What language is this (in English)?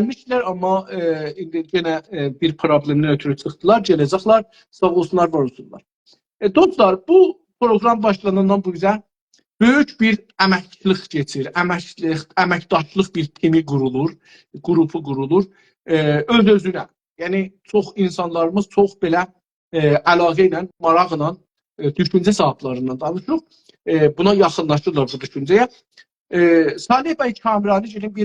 South Azerbaijani